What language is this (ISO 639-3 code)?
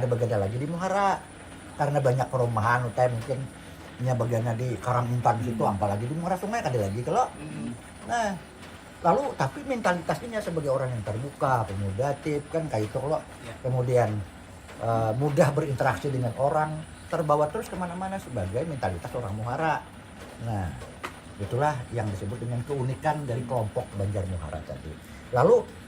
bjn